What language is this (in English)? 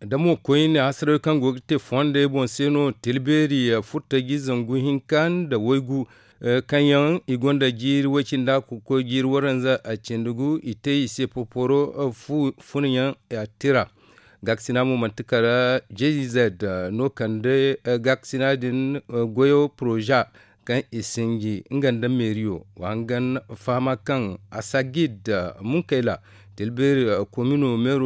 Zarma